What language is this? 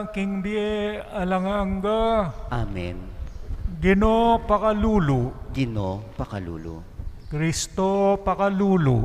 Pampanga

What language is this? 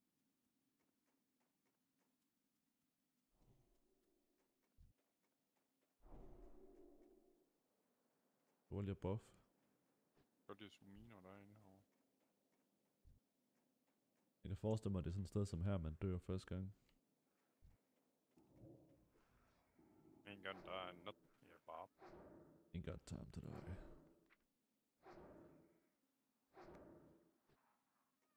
Danish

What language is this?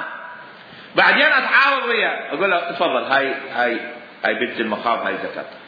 Mesopotamian Arabic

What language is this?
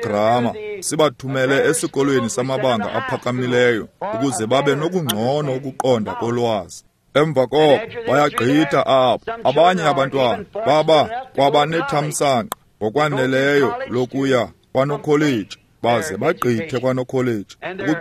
Xhosa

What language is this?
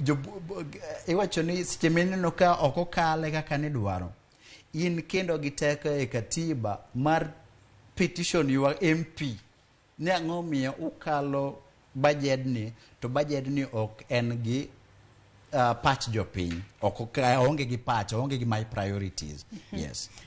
Luo (Kenya and Tanzania)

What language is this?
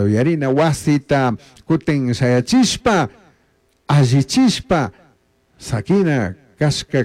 Chimborazo Highland Quichua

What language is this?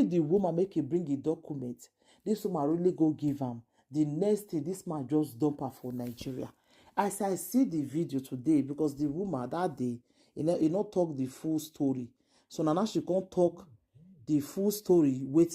Nigerian Pidgin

